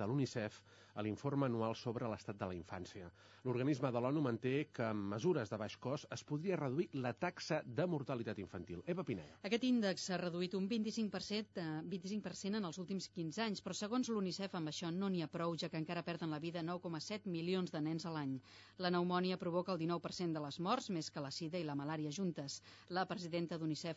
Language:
Catalan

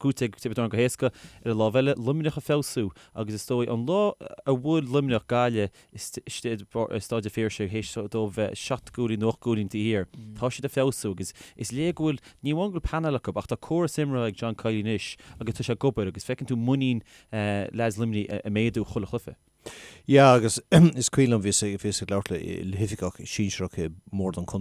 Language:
Irish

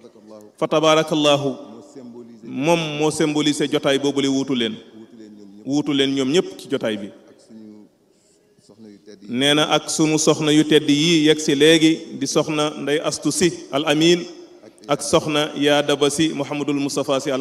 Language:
Wolof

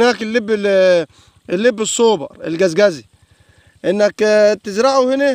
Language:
Egyptian Arabic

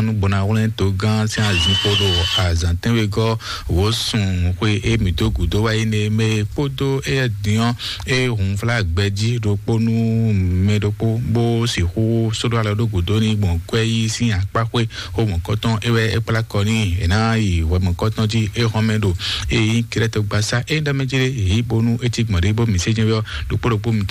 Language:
Fon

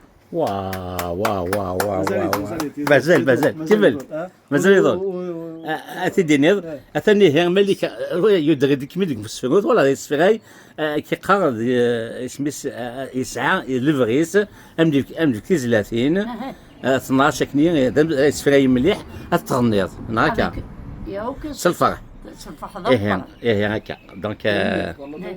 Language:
Kabyle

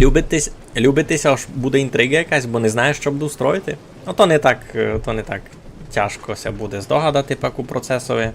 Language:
Rusyn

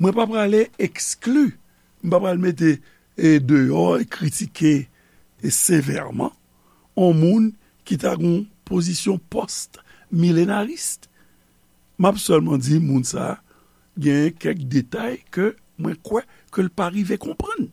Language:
Haitian Creole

